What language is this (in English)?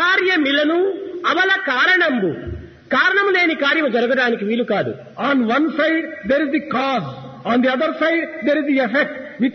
Telugu